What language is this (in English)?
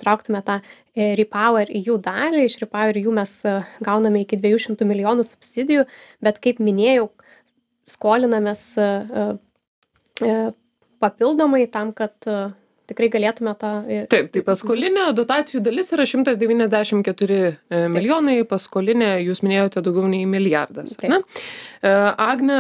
Lithuanian